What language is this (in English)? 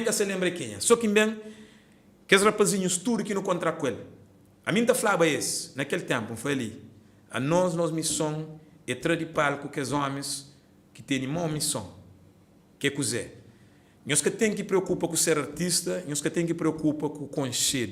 Kabuverdianu